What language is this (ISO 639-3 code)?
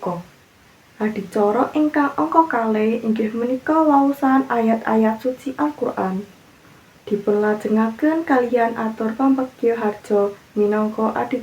jav